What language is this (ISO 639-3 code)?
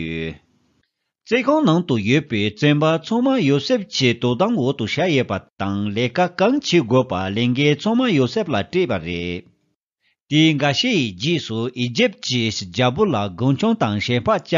bod